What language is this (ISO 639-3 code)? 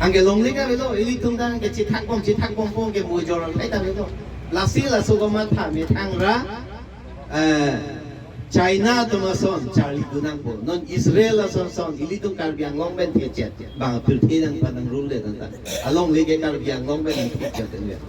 mjw